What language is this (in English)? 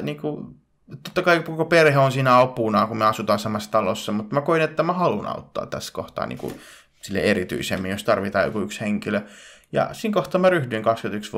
Finnish